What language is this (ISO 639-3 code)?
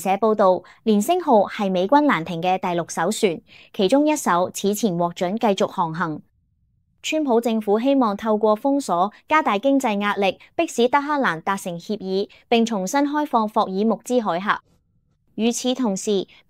yue